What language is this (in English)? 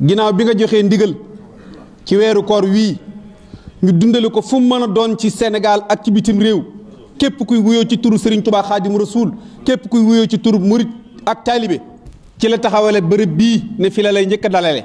Wolof